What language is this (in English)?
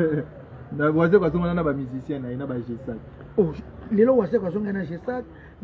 Lingala